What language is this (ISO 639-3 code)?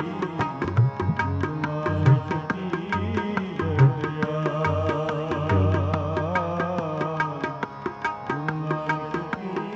pan